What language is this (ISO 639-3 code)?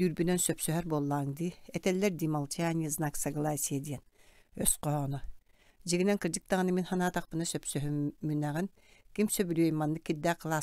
sah